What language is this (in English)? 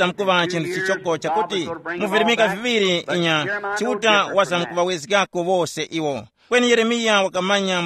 Tumbuka